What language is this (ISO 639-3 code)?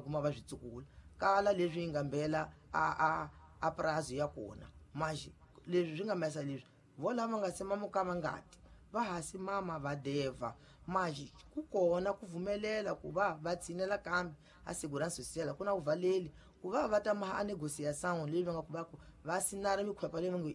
tso